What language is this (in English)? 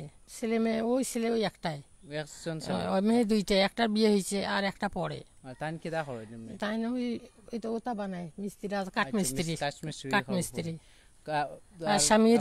Sylheti